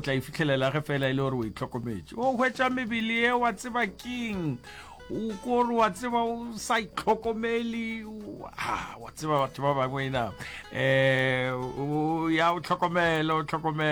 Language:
Northern Sotho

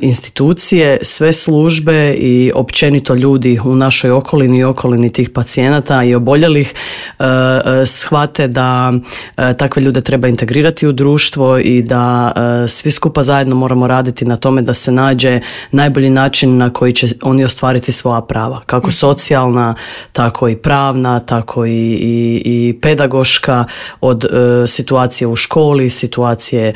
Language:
Croatian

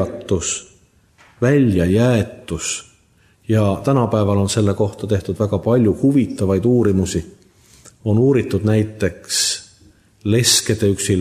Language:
Estonian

